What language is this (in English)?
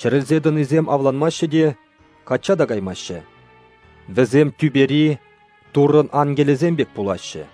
Chuvash